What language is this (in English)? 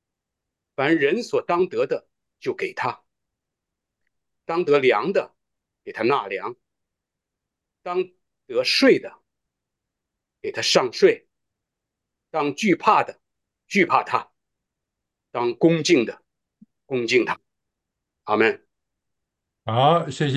Chinese